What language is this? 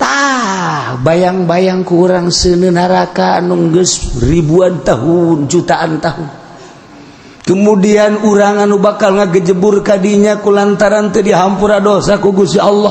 Sundanese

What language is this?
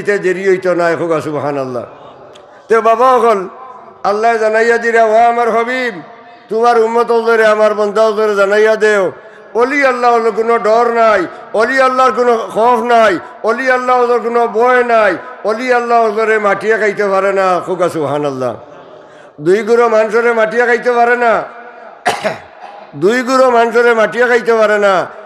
Sylheti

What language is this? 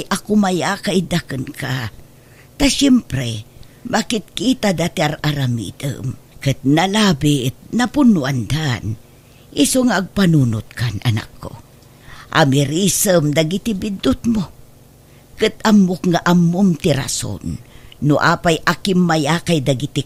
Iloko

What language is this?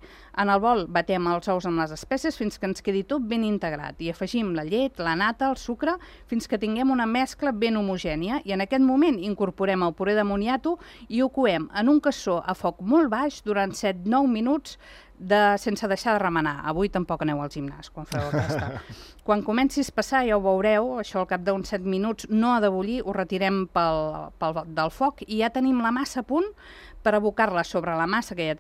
Catalan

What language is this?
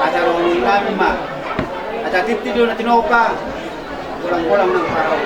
Batak Toba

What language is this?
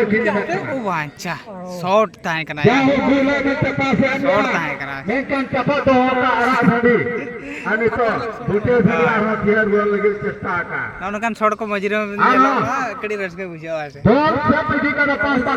Santali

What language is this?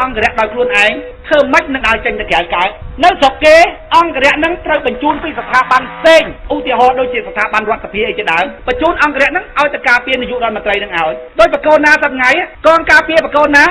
Khmer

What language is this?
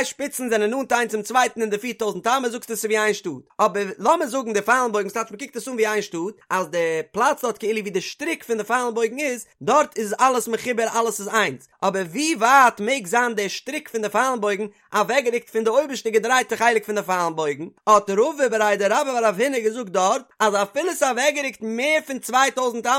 Yiddish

